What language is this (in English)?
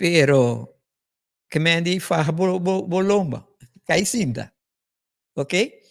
Papiamento